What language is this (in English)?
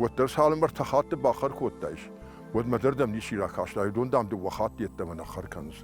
Ossetic